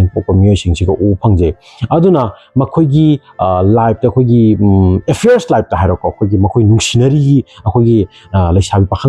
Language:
Manipuri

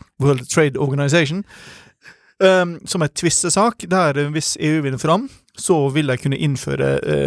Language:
Norwegian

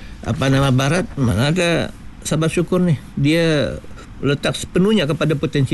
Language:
Malay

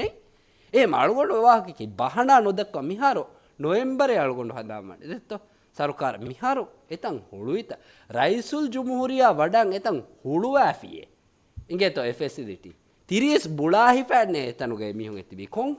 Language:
Divehi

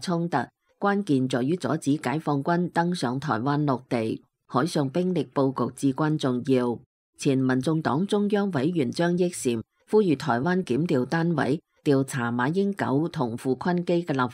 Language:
Cantonese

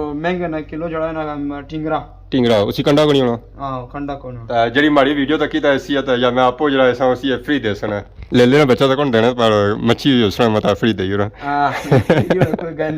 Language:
Pahari-Potwari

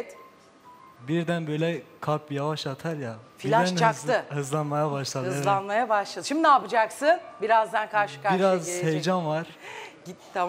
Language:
Turkish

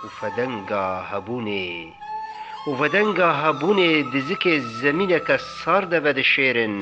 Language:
Kurdish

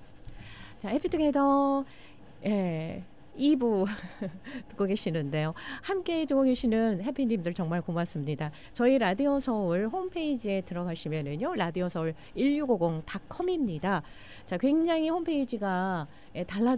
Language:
Korean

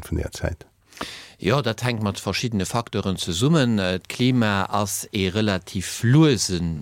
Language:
Luxembourgish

